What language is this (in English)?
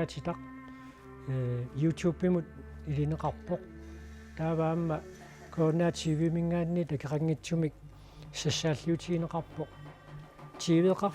Kalaallisut